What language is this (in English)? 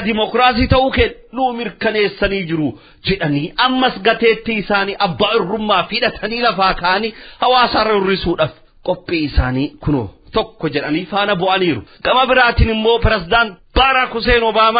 Oromo